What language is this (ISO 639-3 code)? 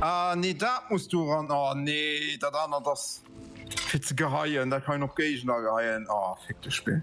ltz